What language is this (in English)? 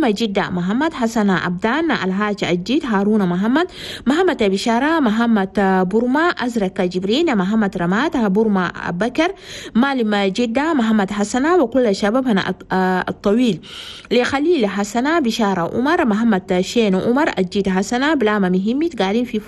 Chadian Arabic